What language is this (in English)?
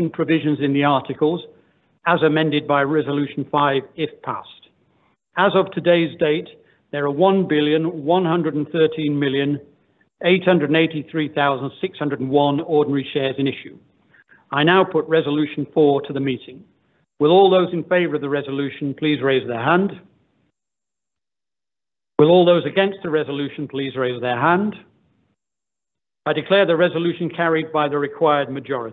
English